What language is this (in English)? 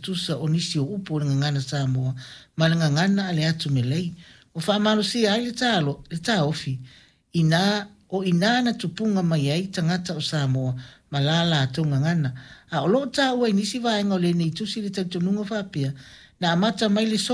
Samoan